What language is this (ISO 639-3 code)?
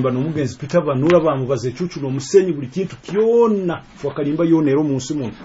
nyo